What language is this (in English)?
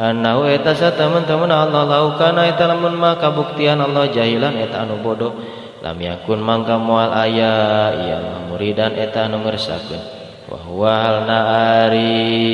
Sundanese